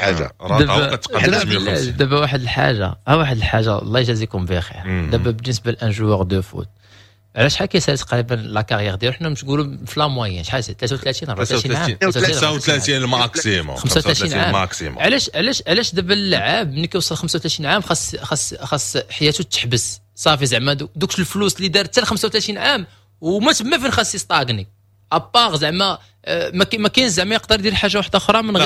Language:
Moroccan Arabic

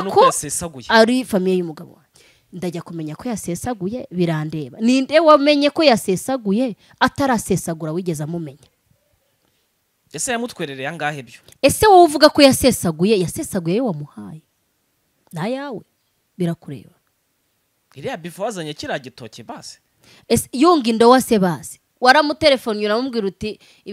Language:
Kinyarwanda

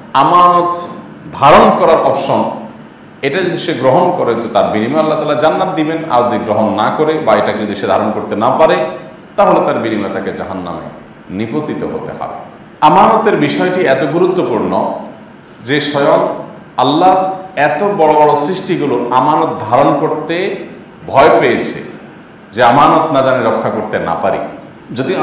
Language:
Bangla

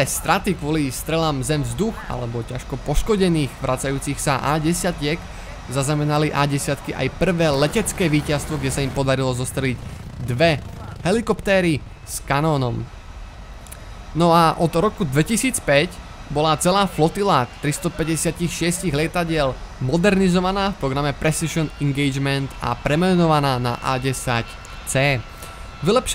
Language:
Slovak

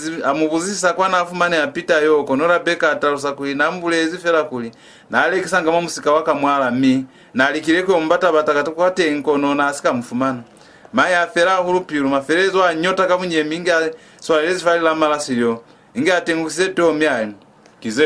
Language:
Lozi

